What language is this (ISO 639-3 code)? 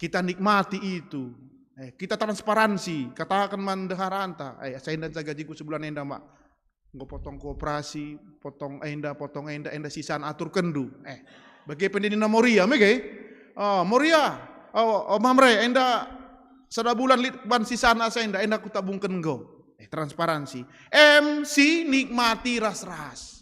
btx